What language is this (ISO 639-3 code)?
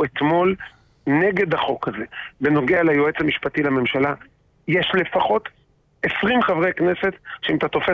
heb